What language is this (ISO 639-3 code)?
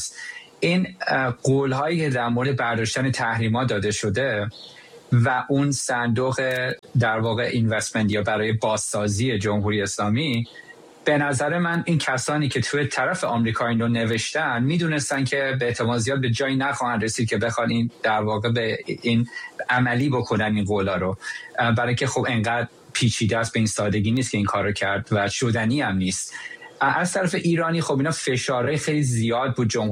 fas